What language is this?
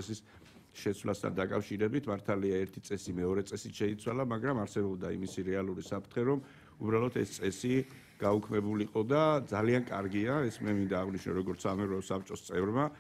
Georgian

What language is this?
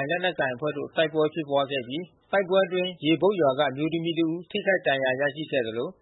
Burmese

